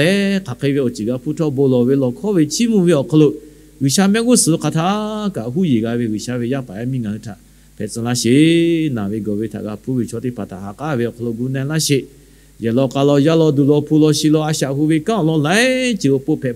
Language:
Lahu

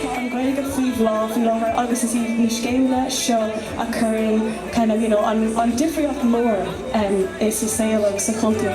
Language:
Irish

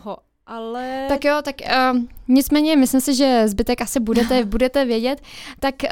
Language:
Czech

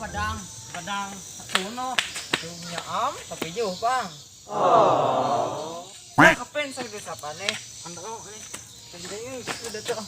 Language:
Banjar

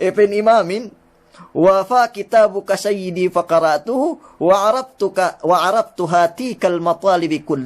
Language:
Yakan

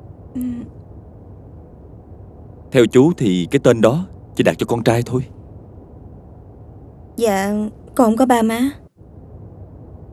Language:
Vietnamese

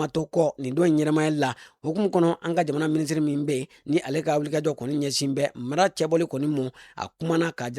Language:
Bambara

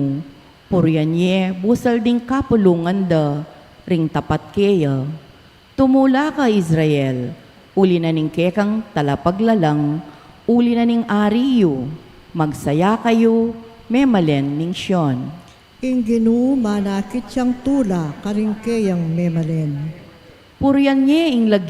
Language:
Pampanga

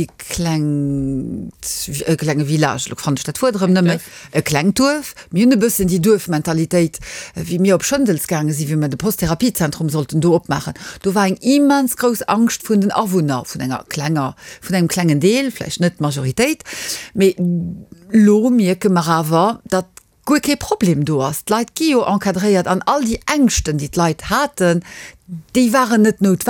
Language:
Luxembourgish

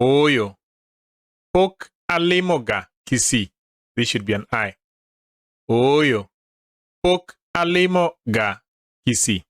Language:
Luo (Kenya and Tanzania)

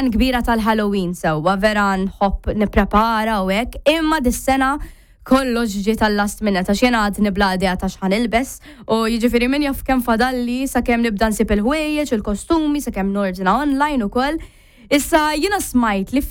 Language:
Maltese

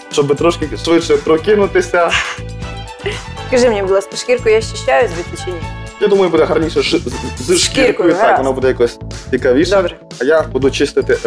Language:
Ukrainian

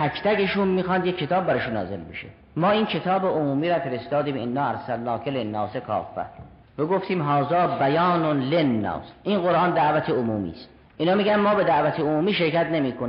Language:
Persian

